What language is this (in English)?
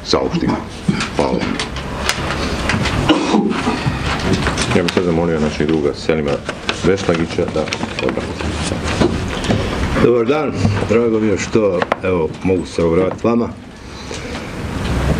Bosnian